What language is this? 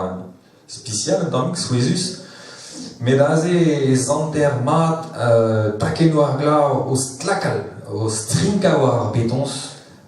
Breton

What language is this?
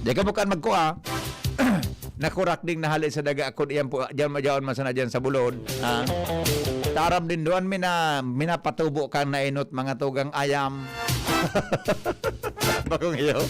Bikol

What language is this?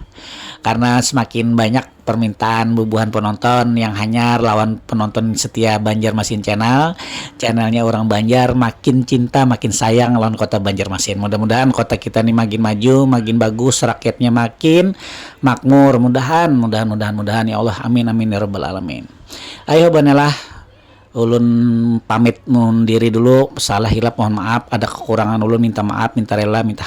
Banjar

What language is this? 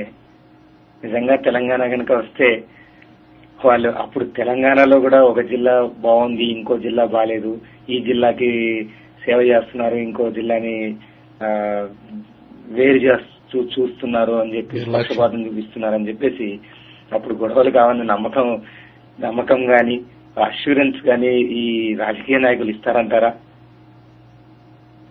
Telugu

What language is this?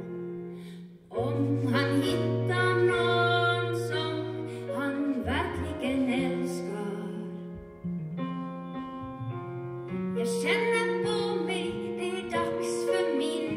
Swedish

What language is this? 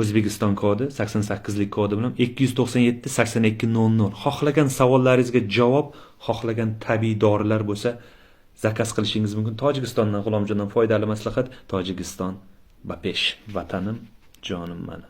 Uzbek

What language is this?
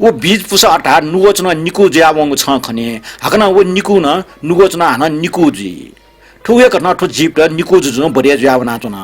Newari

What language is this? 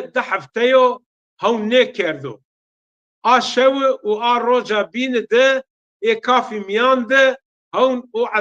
Zaza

